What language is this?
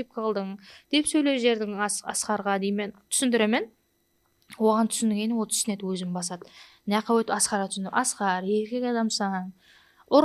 Kara-Kalpak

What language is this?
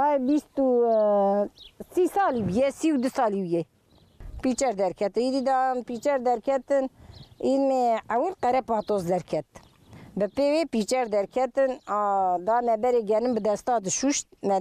Kurdish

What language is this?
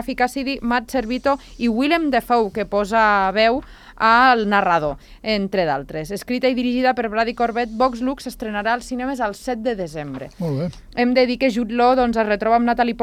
Catalan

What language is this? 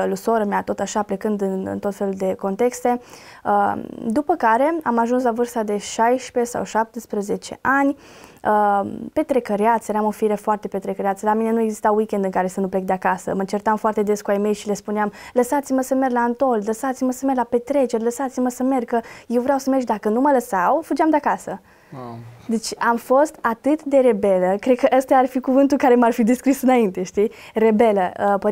Romanian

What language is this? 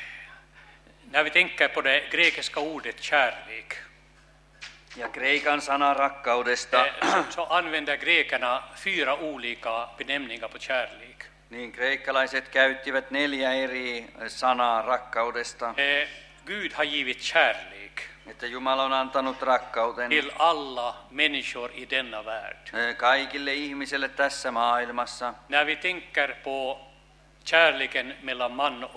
Swedish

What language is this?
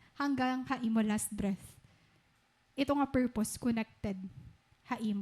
Waray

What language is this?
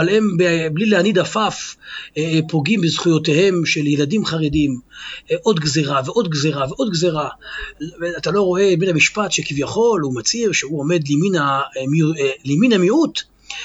Hebrew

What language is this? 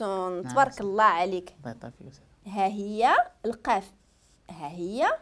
Moroccan Arabic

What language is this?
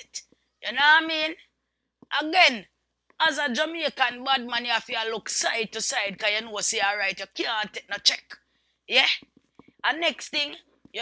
Jamaican Creole English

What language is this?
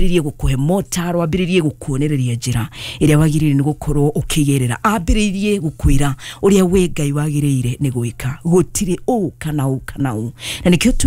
Kikuyu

